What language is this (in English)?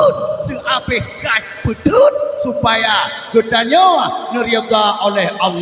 Achinese